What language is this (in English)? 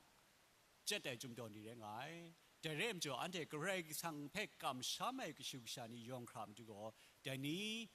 Kachin